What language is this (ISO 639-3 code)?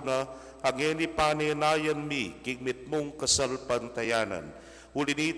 pam